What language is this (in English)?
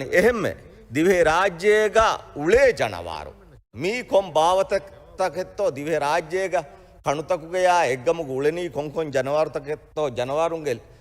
Divehi